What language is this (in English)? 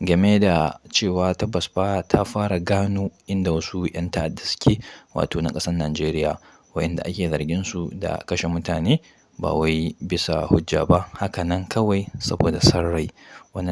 Hausa